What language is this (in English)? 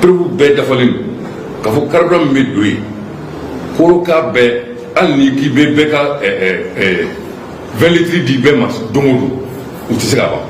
Bambara